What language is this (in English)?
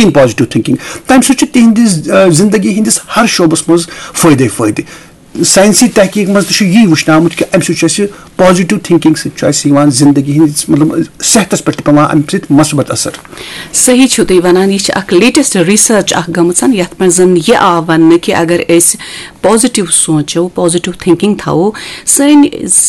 Kashmiri